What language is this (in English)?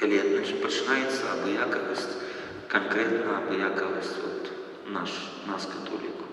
Belarusian